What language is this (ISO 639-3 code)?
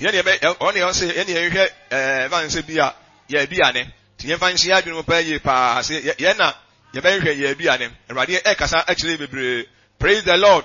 aka